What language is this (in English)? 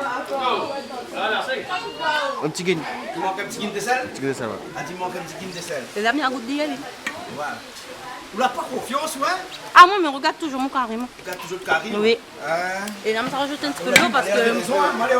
Réunion Creole French